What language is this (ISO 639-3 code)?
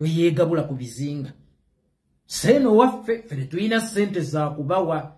lug